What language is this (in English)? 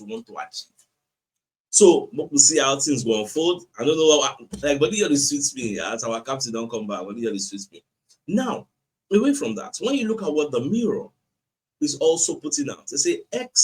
Nigerian Pidgin